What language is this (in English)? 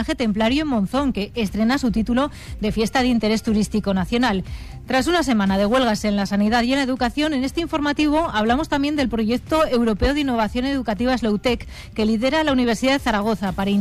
Spanish